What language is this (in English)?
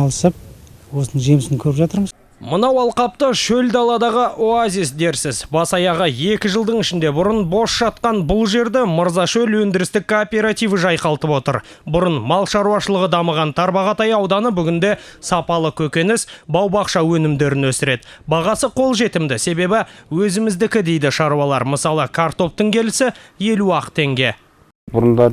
Kazakh